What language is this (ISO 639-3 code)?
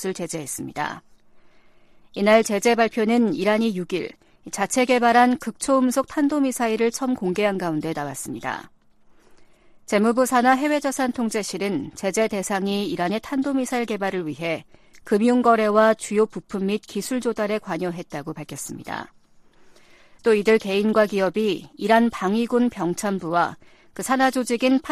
kor